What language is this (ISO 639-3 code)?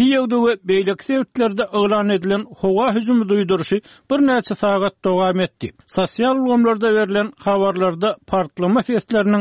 tuk